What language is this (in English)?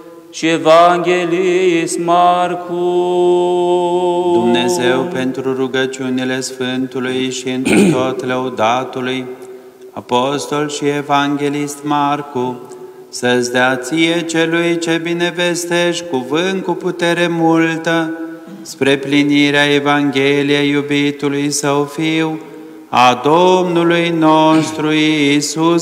Romanian